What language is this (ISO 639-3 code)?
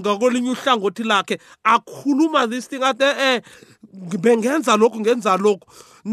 nbl